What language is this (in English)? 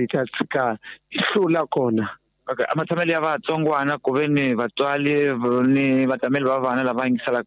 Tsonga